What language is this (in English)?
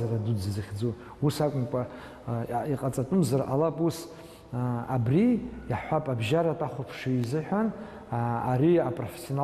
Abkhazian